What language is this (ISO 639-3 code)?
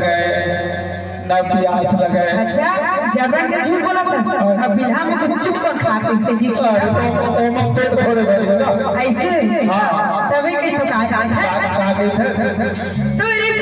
hne